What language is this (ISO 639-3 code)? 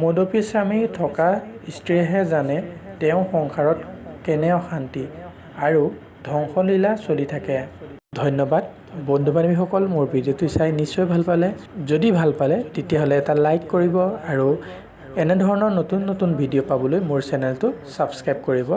asm